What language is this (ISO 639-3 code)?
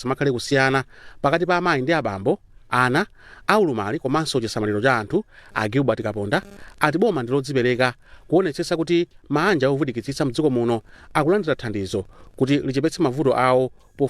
nya